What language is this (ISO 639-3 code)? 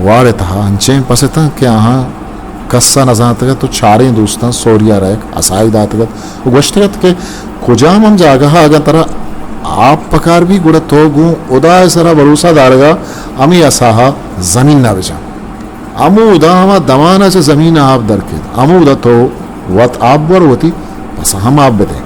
bgp